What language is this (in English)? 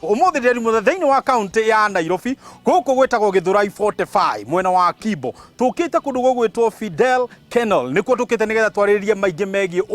Kikuyu